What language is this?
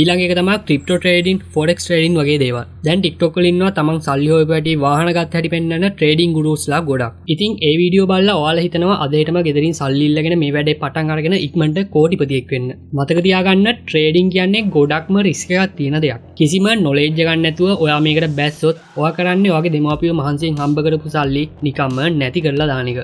Sinhala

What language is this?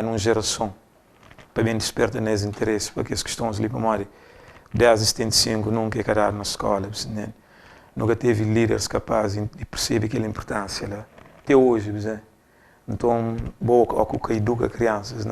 Kabuverdianu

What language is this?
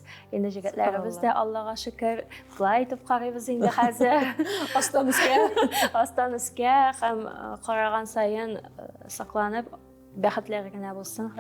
Tatar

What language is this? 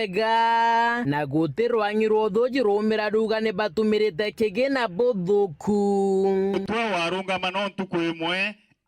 Meru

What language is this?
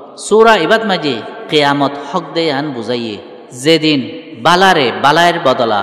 Rohingya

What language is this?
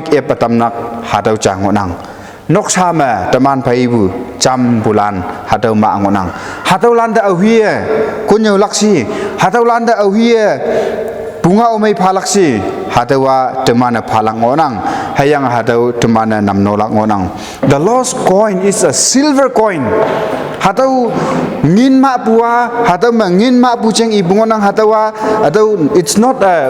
Konyak Naga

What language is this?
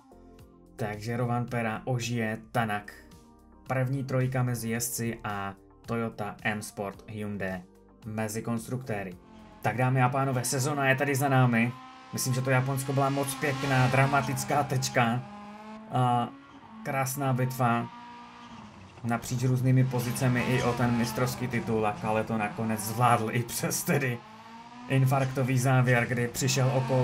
Czech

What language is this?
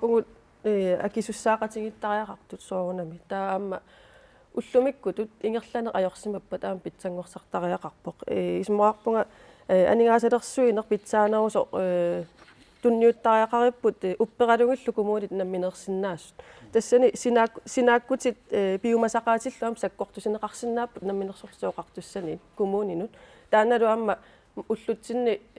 Kalaallisut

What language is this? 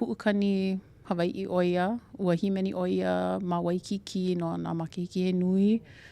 Hawaiian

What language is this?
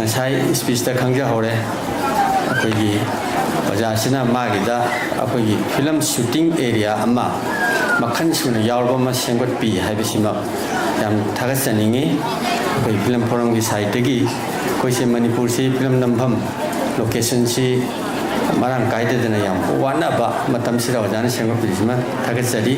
Manipuri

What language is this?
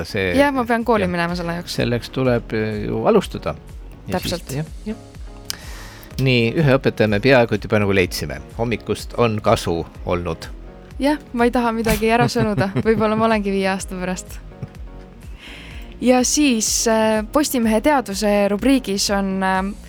Estonian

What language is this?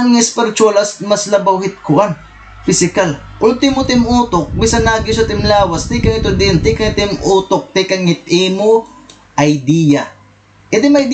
Waray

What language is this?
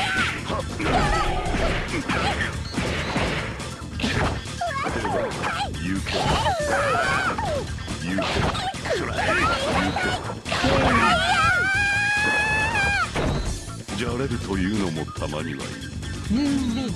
Japanese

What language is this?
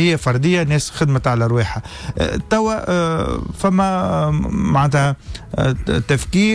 Tunisian Arabic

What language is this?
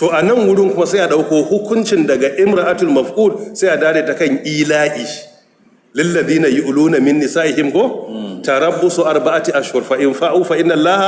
Hausa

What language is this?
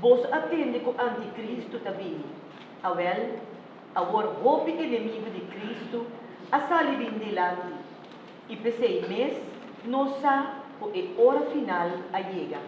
Papiamento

